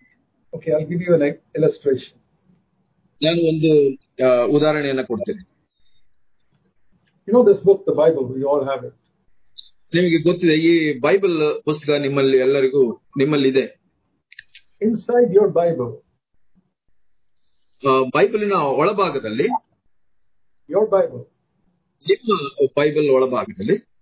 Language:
Kannada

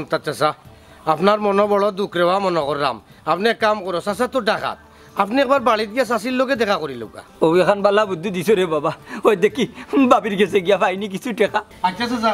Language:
Sylheti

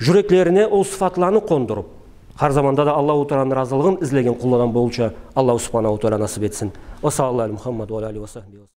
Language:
Karachay-Balkar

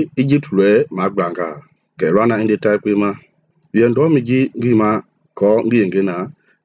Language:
Mende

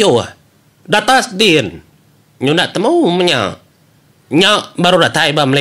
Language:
Iban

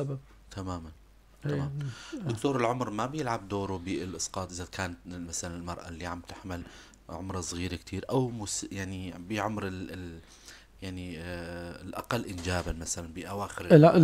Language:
North Levantine Arabic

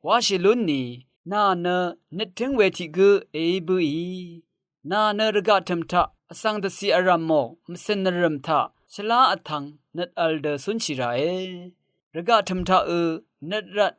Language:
Rawang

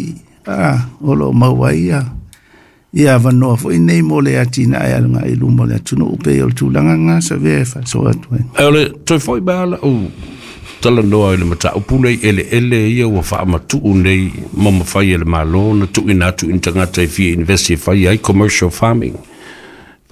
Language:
Samoan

